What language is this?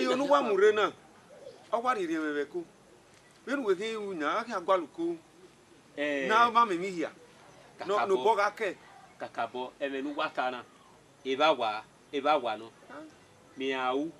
Bini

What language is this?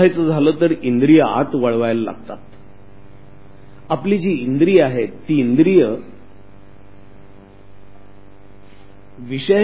Marathi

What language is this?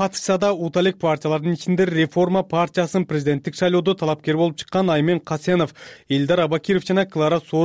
Kyrgyz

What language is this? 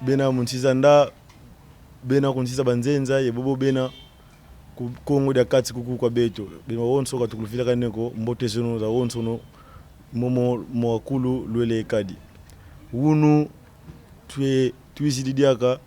Kongo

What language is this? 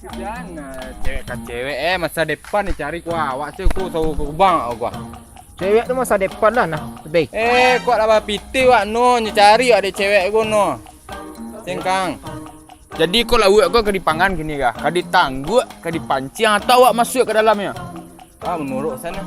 Minangkabau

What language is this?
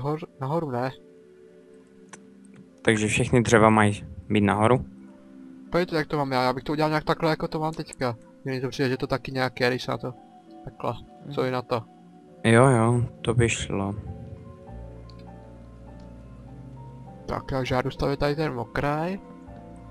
Czech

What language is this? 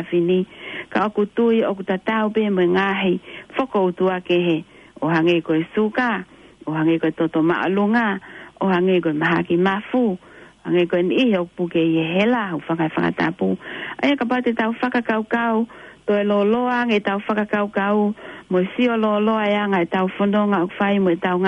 Tongan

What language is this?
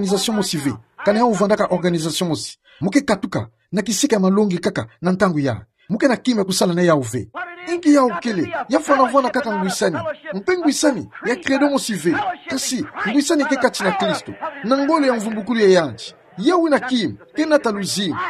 Kituba (Democratic Republic of Congo)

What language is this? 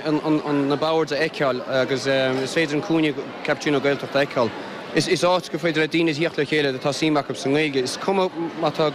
Irish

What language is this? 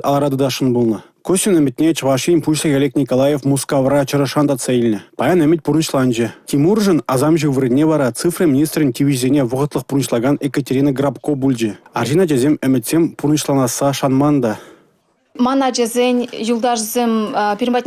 Chuvash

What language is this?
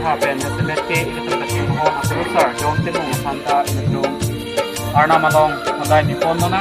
Karbi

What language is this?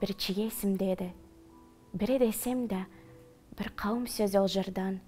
Karachay-Balkar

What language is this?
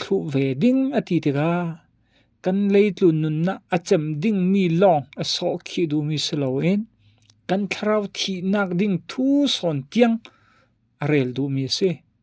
Falam Chin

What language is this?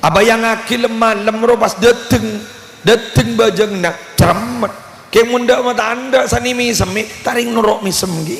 Madurese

